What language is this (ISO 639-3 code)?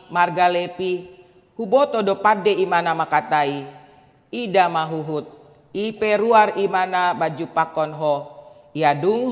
bbc